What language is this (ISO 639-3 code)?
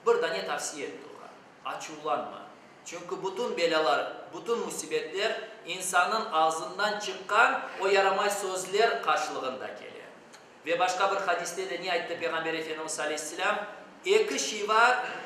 crh